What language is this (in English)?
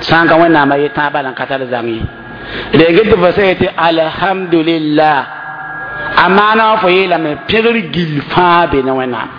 Mossi